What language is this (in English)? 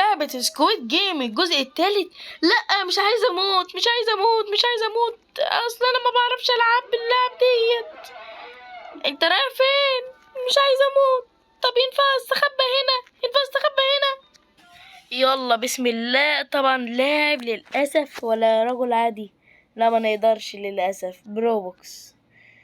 Egyptian Arabic